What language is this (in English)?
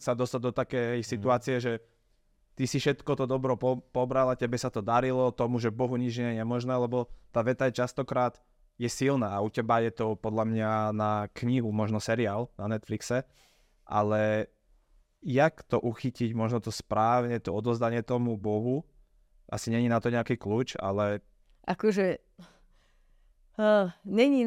Slovak